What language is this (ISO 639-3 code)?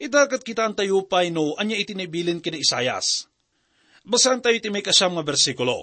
ilo